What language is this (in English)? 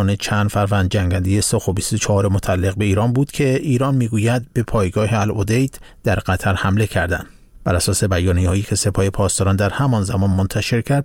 Persian